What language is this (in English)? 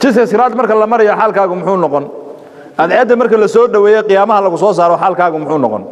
Somali